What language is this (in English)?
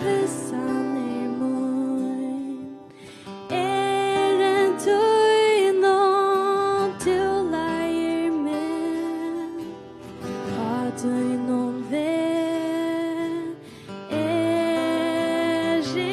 Faroese